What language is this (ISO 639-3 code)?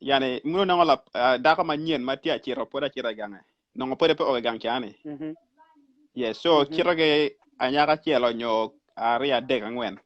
ach